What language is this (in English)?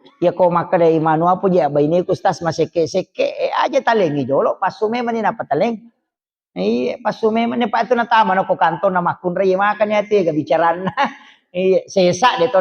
Buginese